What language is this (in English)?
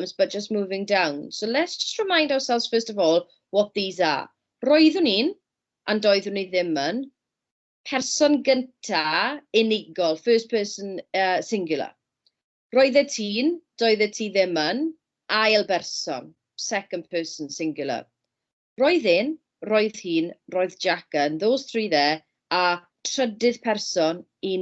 Welsh